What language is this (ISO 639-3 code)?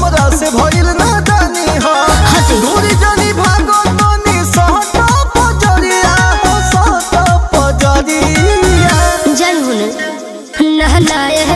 bho